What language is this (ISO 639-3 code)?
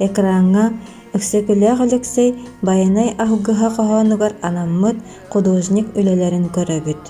sah